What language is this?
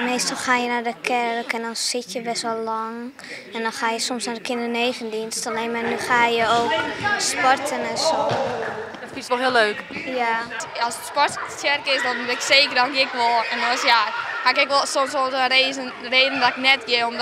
Western Frisian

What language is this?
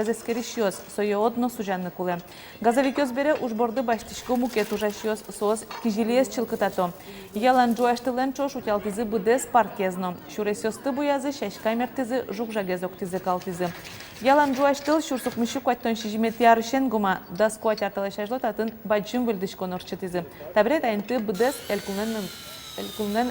Udmurt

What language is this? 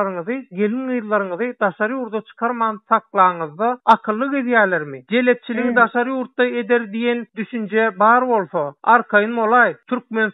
Turkmen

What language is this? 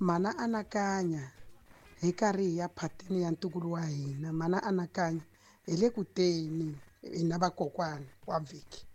Tsonga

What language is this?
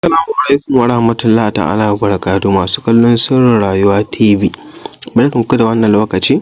Hausa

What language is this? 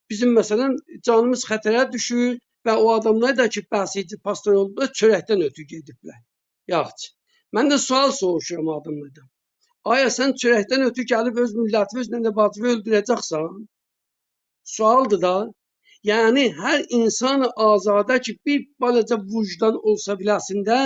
South Azerbaijani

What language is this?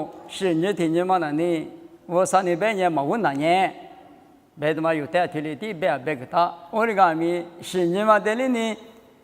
Lisu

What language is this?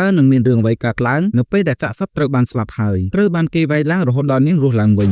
Khmer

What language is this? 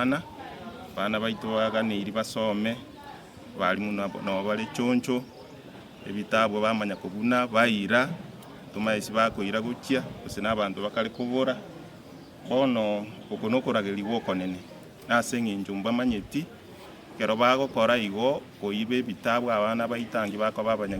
Gusii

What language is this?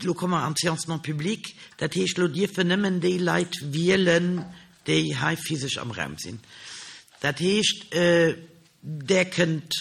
Luxembourgish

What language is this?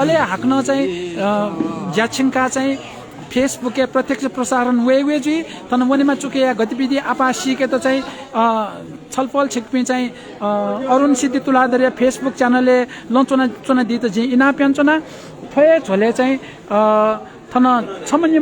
Newari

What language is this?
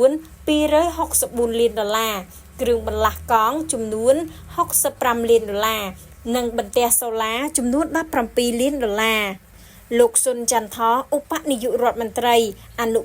Khmer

